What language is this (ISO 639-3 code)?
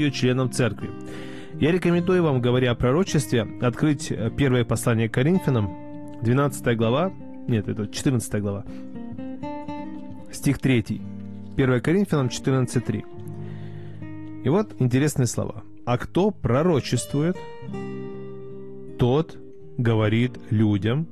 rus